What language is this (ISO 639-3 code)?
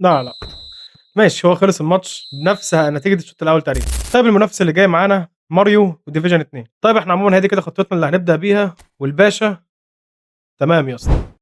arz